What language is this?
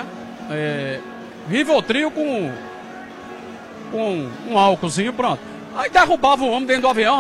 Portuguese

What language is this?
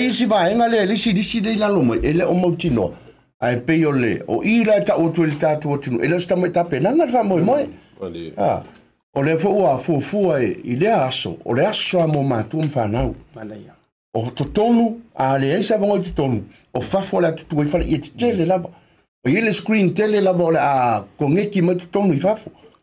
Samoan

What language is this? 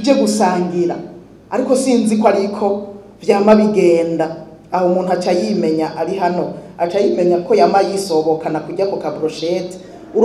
Rundi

